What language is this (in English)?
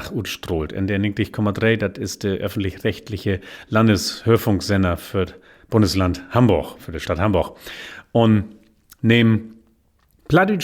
Low German